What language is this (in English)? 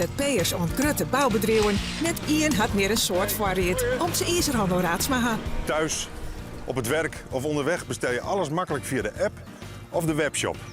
Western Frisian